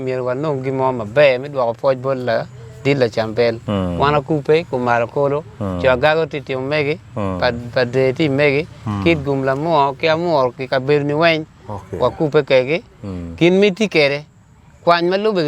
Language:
Acoli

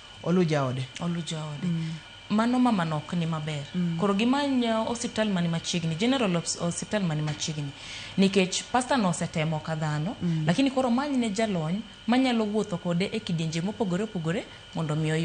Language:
Luo (Kenya and Tanzania)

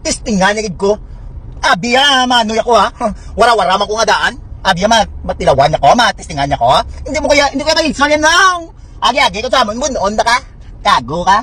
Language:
Hiligaynon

